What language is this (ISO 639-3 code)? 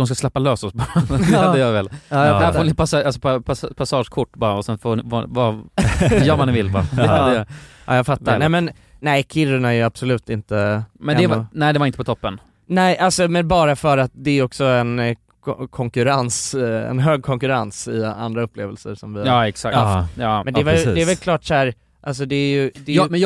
swe